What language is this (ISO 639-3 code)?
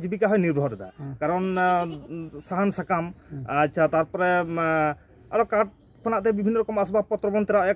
sat